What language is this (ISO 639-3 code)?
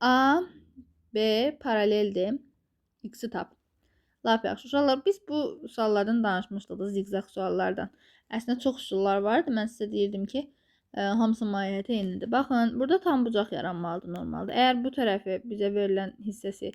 aze